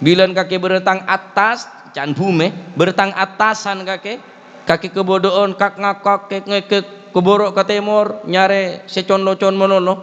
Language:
Madurese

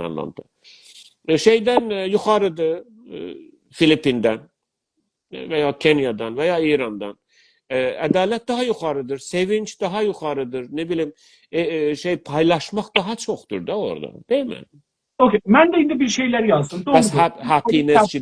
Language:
South Azerbaijani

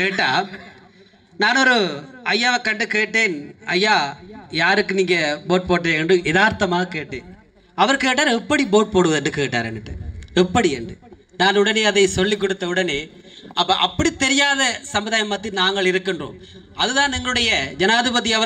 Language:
Tamil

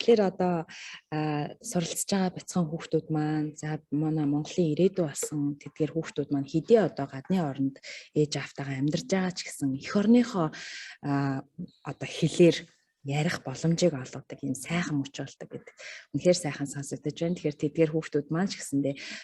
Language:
Mongolian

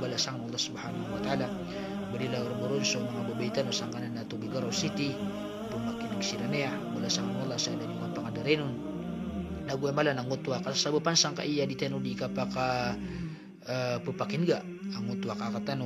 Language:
Maranao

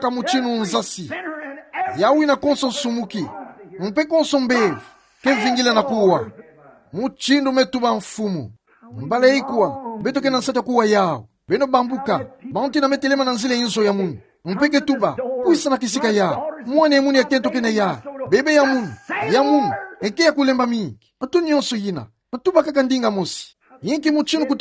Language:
Kituba (Democratic Republic of Congo)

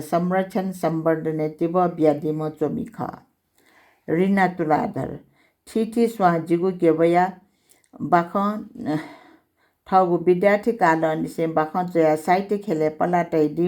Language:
Newari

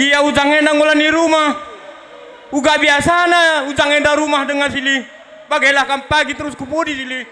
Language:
Batak Karo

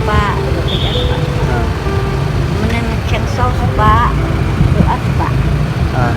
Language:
Khasi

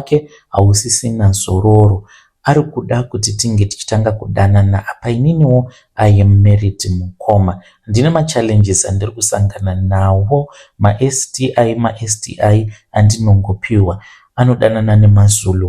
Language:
Shona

